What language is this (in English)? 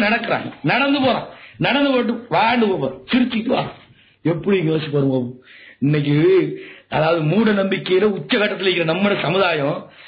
Tamil